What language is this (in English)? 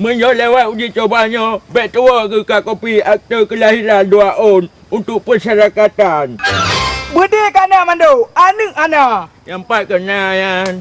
Achinese